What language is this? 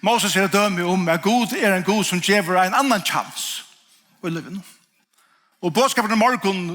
Faroese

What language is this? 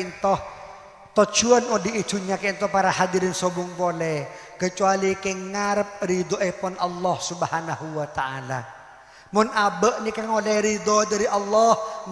Madurese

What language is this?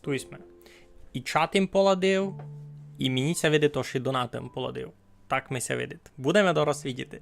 Rusyn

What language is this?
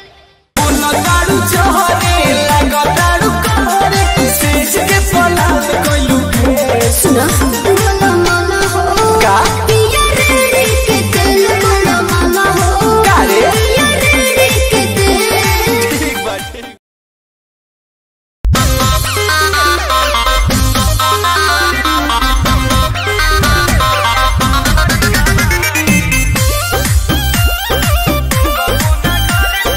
Bhojpuri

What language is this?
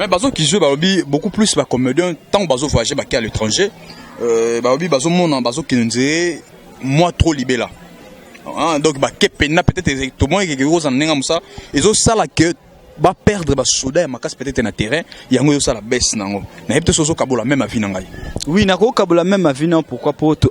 Lingala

